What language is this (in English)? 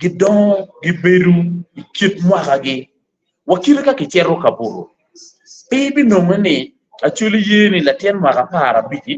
Acoli